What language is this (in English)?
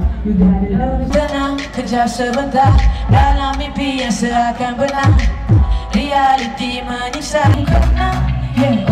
Malay